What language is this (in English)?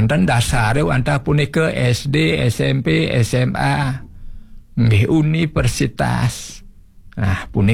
Balinese